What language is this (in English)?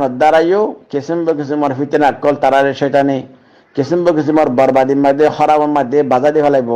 Rohingya